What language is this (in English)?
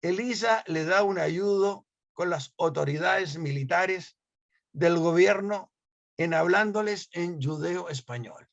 Ladino